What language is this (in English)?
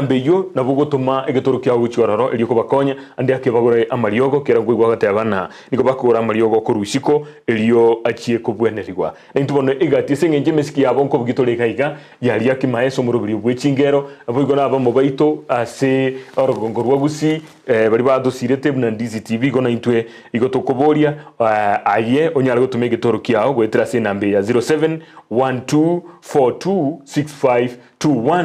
Gusii